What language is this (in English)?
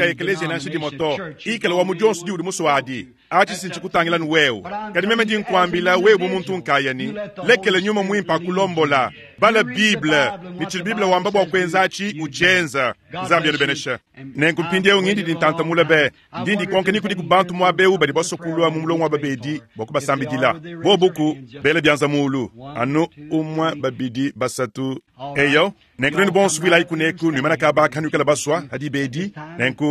Luba-Lulua